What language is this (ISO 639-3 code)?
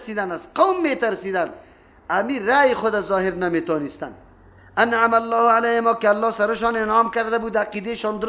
fas